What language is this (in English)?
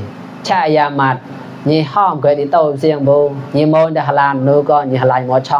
Mon